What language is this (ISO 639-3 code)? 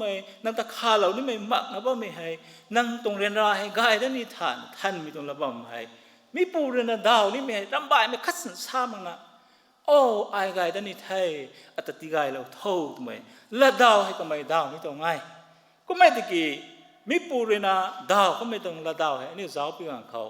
nbu